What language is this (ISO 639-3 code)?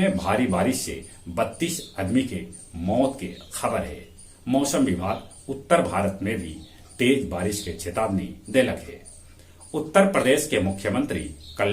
mag